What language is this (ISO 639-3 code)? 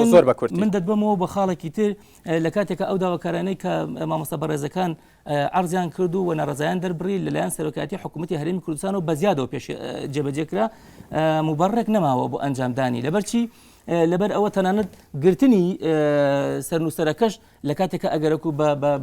ckb